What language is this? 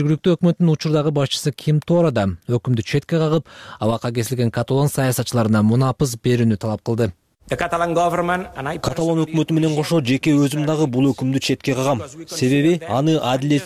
Kyrgyz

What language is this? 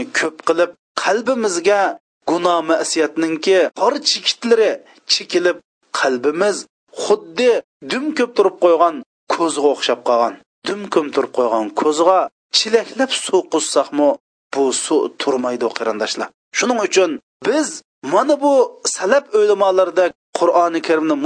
Uyghur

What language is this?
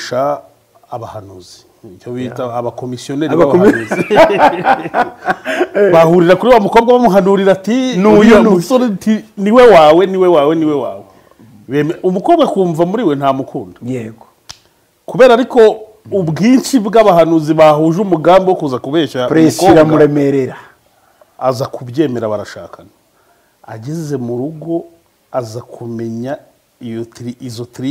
Kinyarwanda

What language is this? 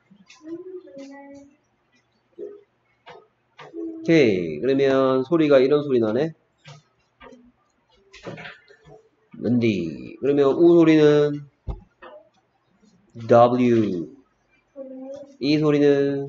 Korean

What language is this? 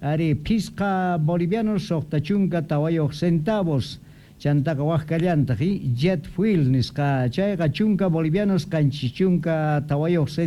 South Bolivian Quechua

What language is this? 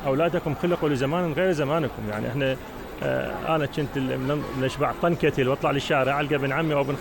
Mesopotamian Arabic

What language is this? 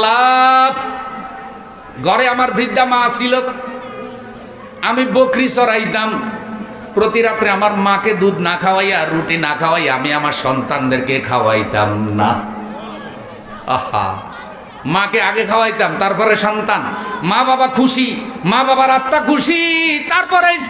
Bangla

